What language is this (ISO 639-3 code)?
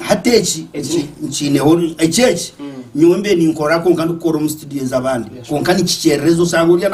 nyn